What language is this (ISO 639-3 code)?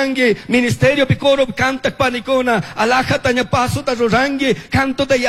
qug